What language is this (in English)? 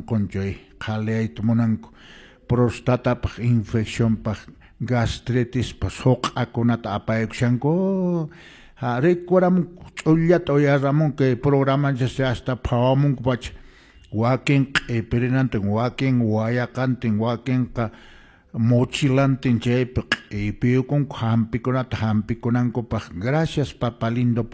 Quechua